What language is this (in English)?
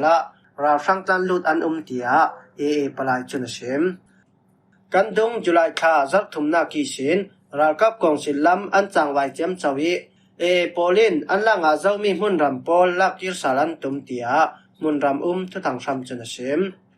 Falam Chin